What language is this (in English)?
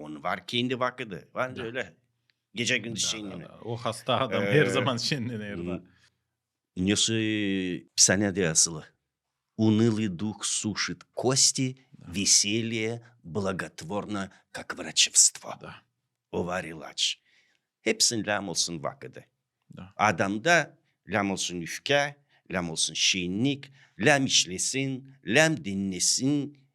Gagauz